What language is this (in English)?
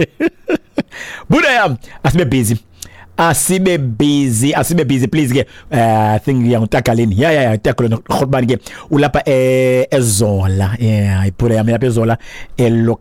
Xhosa